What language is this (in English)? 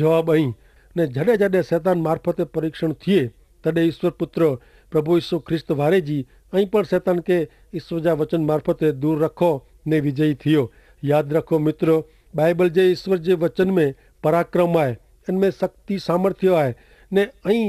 Kachhi